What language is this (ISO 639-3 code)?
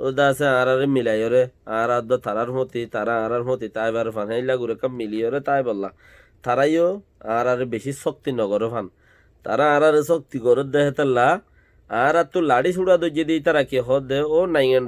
rhg